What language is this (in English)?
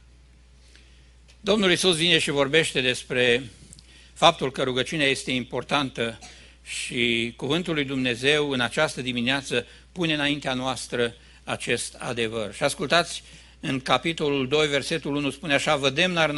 Romanian